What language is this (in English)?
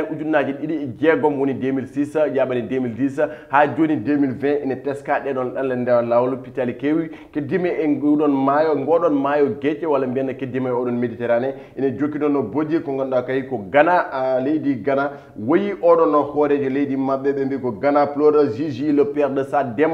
Fula